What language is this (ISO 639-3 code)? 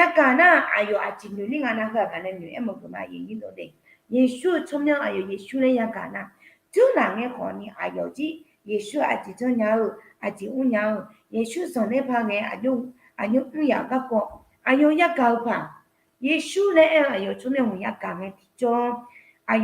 ahk